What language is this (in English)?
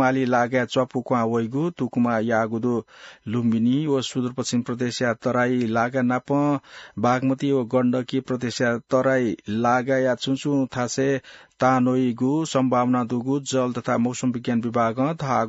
Newari